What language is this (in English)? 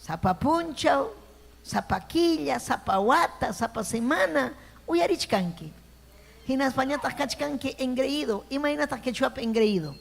Ayacucho Quechua